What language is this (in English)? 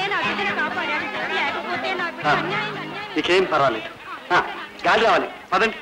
Telugu